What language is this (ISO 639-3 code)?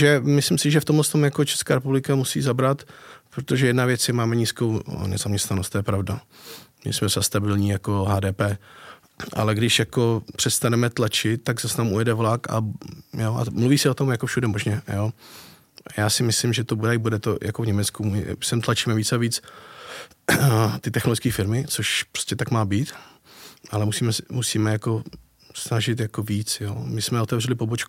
ces